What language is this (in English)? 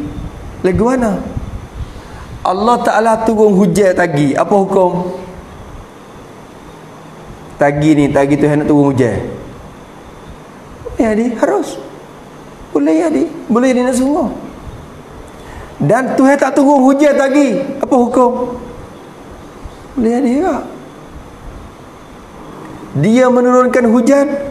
Malay